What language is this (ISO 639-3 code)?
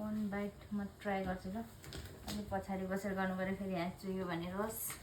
nep